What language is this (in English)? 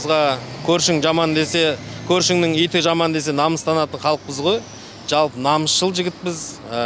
Kazakh